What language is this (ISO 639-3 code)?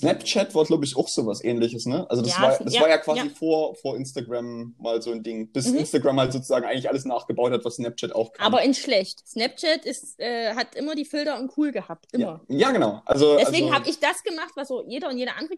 deu